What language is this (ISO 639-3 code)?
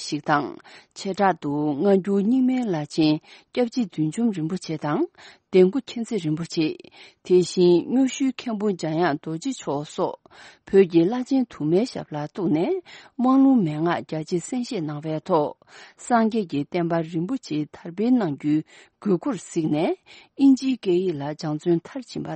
bod